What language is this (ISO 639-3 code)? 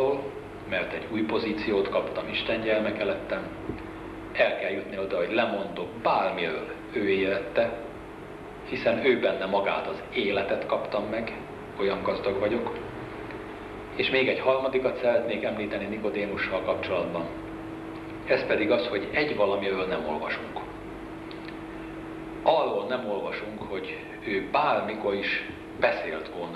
hun